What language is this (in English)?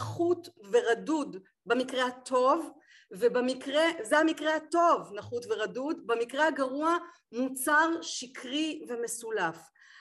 Hebrew